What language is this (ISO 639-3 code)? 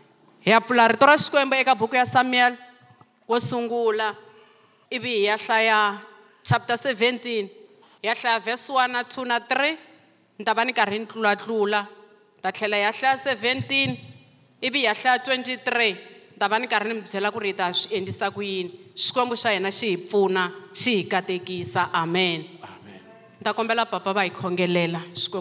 tso